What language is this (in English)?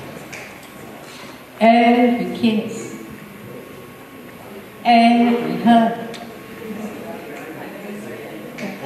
English